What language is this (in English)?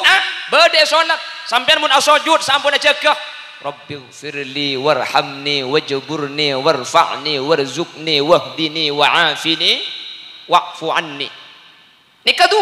Madurese